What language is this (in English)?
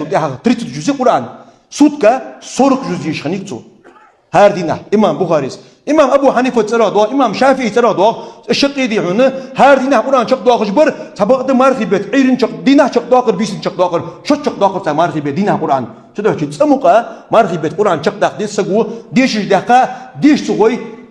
Ingush